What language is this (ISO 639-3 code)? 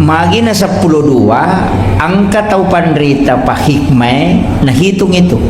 bug